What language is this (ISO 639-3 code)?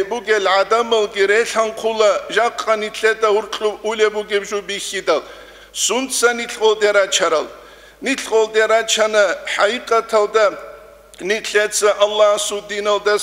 ava